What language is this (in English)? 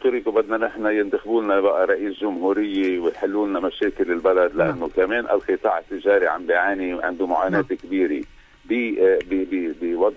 North Levantine Arabic